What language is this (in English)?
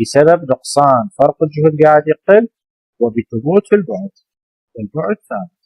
Mesopotamian Arabic